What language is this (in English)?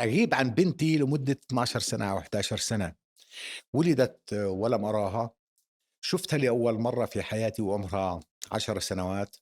North Levantine Arabic